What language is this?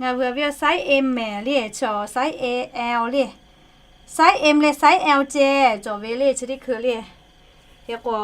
Lahu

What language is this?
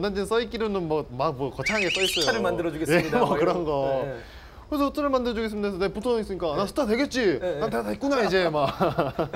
Korean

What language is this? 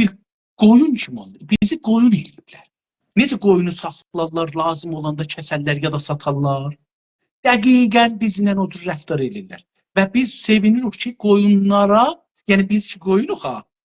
South Azerbaijani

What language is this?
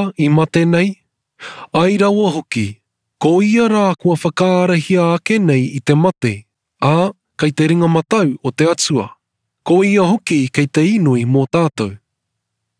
Māori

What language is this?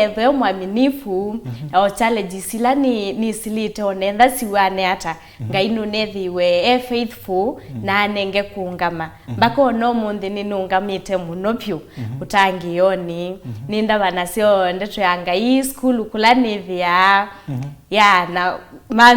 Kamba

